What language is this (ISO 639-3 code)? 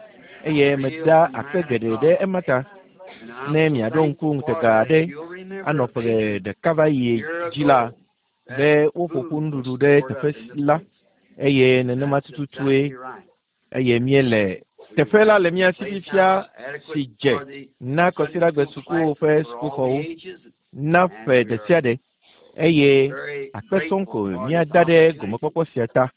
ewe